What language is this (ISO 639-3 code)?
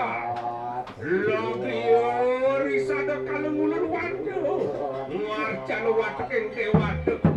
ban